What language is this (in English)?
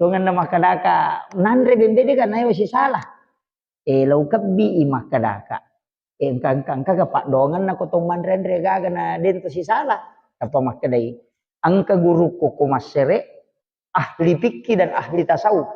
Buginese